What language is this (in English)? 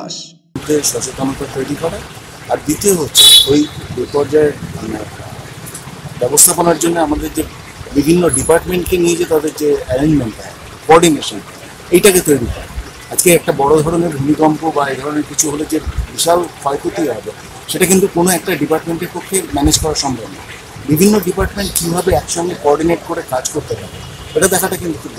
Bangla